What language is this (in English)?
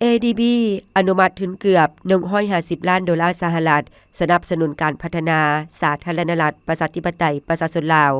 Lao